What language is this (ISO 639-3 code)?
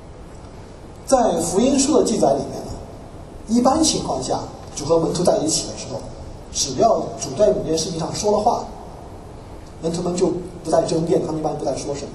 zho